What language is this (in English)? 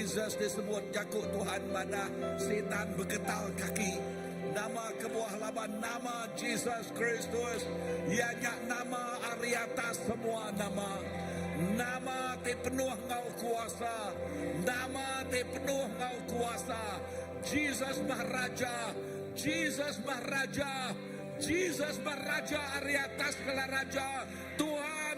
Iban